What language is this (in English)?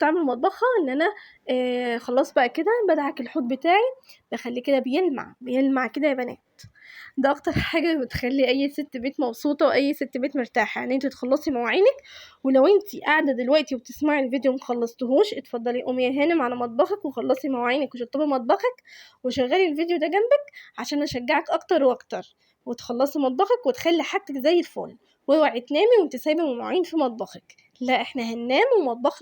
Egyptian Arabic